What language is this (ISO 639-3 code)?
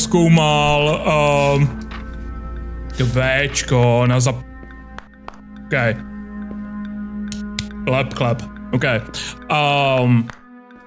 ces